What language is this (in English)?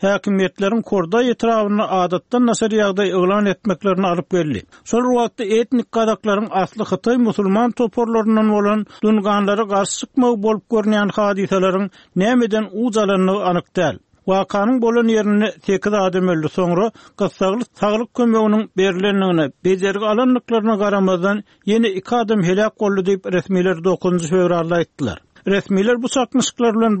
Turkmen